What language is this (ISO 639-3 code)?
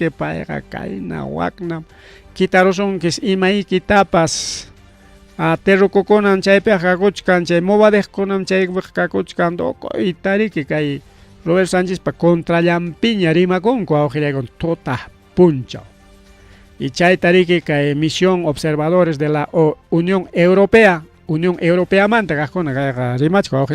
quy